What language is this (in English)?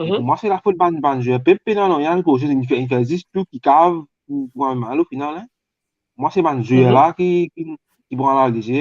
Morisyen